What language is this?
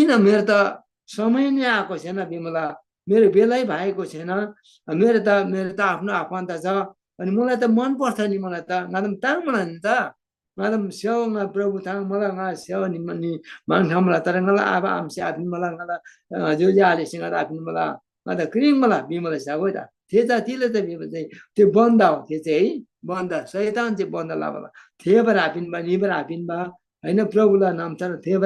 Eastern Tamang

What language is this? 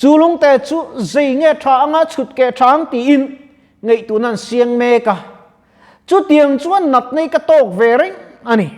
Mizo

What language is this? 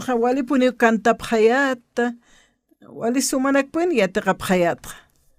Aymara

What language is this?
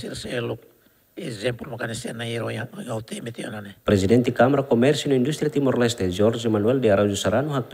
Tetum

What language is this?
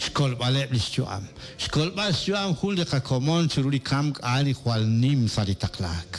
Kekchí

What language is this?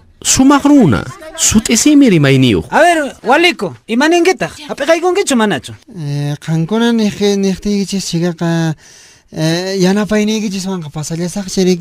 Quechua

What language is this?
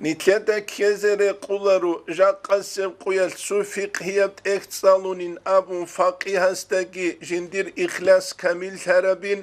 Avaric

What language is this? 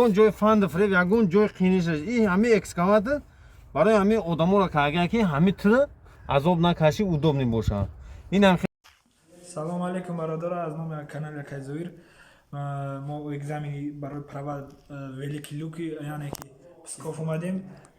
Tajik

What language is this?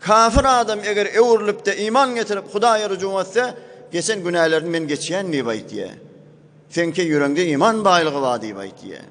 Turkmen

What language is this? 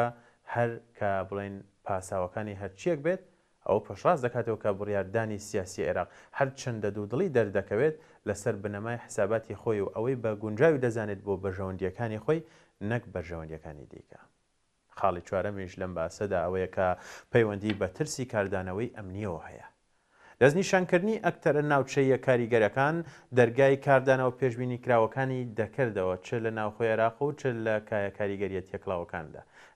Central Kurdish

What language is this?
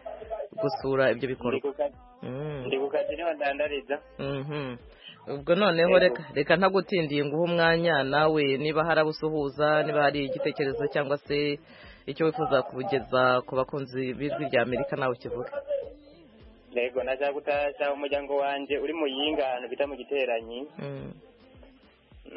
Kinyarwanda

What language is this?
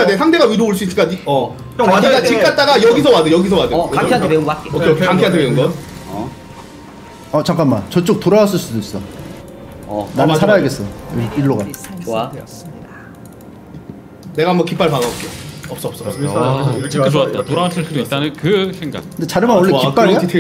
Korean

